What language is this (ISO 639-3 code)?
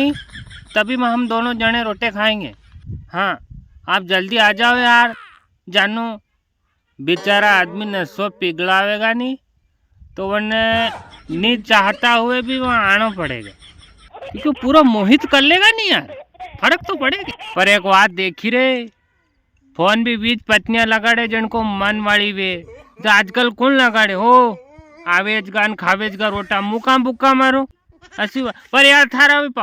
raj